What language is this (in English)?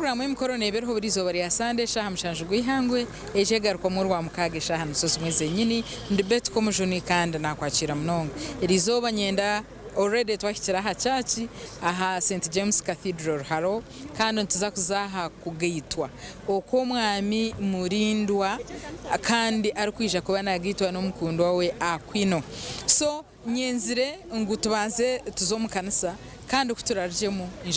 Nyankole